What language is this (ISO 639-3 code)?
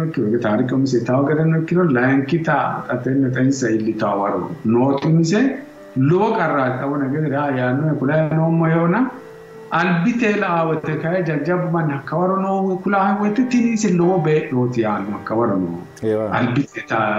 sid